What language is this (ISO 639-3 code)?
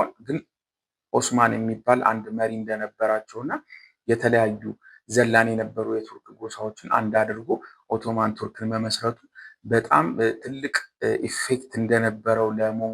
amh